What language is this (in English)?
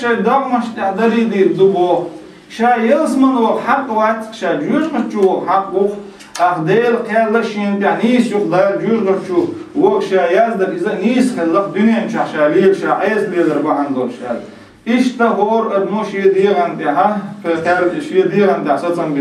Chechen